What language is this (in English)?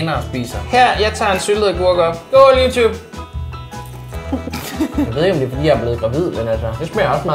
Danish